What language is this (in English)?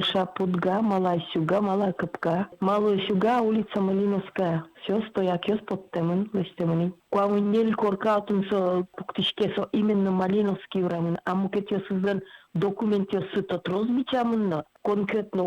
Udmurt